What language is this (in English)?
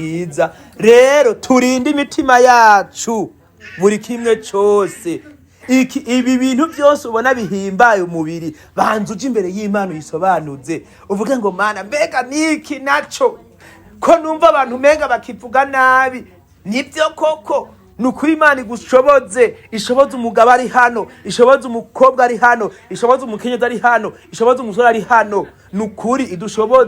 Rundi